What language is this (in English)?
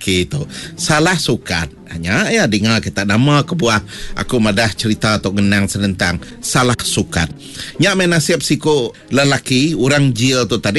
Iban